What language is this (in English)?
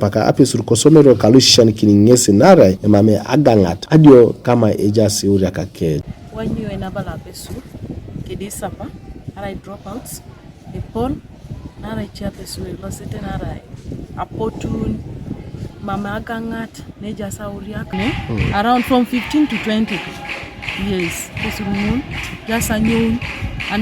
Teso